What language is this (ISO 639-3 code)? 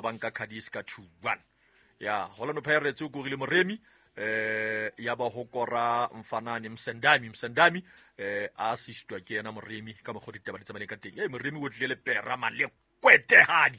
sot